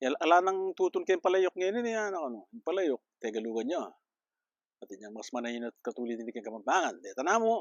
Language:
Pampanga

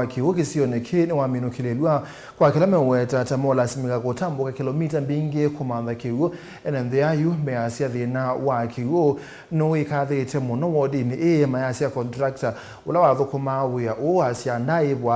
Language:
Kamba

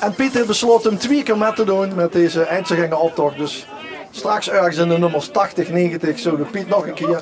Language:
Limburgish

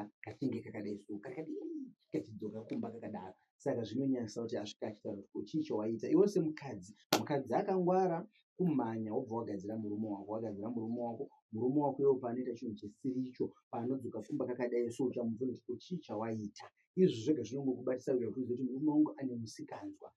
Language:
Shona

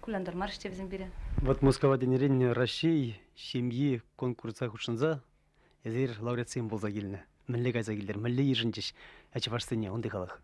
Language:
Chuvash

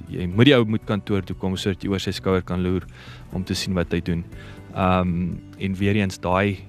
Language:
Afrikaans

